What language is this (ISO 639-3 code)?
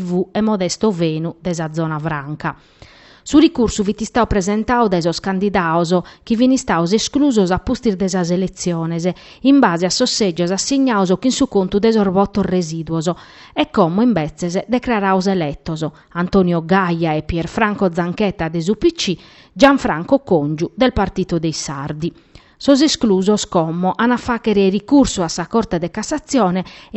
srd